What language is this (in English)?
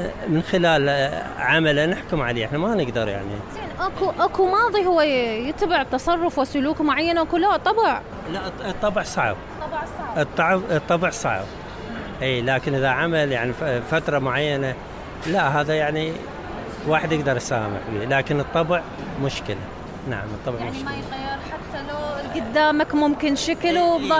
Mesopotamian Arabic